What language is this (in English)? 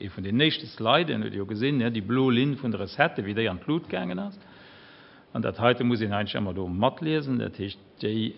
Luxembourgish